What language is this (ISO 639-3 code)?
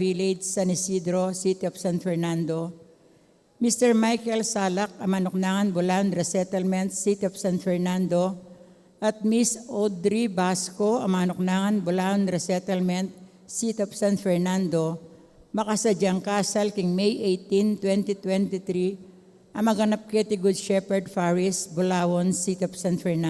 pam